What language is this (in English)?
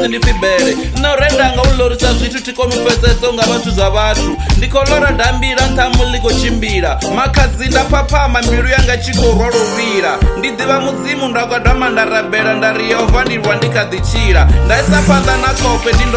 Venda